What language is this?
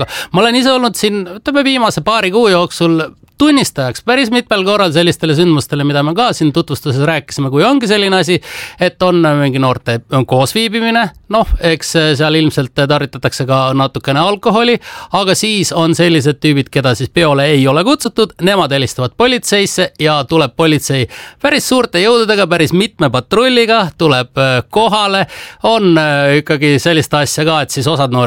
Estonian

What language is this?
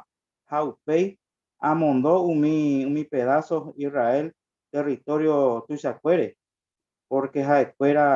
Guarani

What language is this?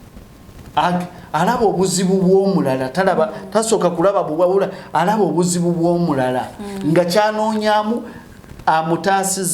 Ganda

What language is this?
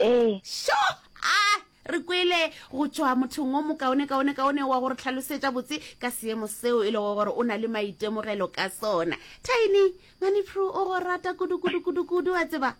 Northern Sotho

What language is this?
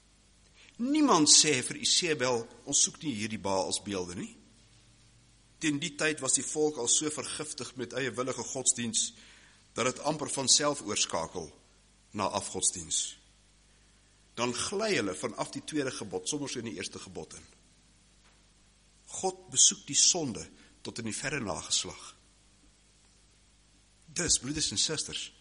Afrikaans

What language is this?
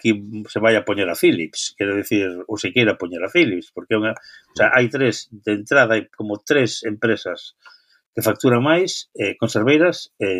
Galician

